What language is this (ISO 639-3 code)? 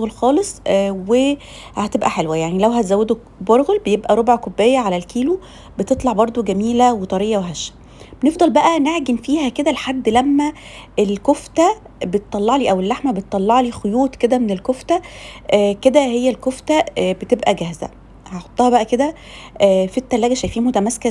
arz